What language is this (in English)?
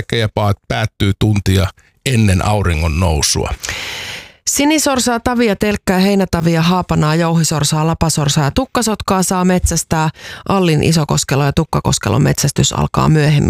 Finnish